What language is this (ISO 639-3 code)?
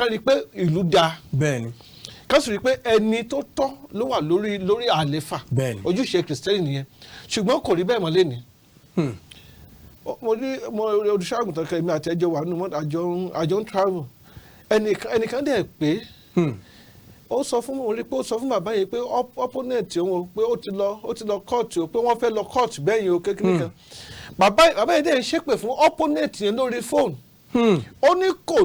yor